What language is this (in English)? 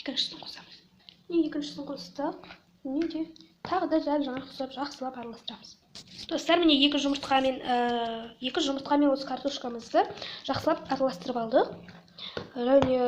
Kazakh